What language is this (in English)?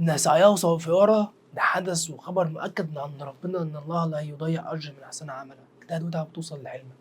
Egyptian Arabic